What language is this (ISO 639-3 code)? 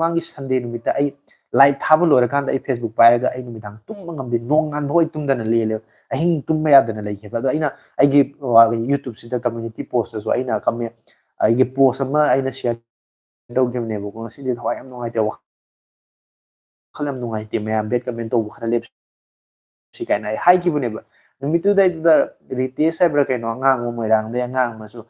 mni